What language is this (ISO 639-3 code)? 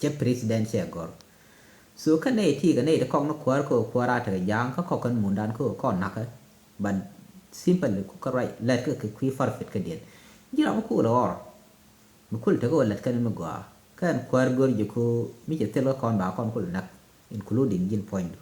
nus